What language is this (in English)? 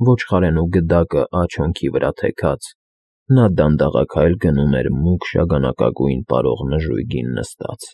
Armenian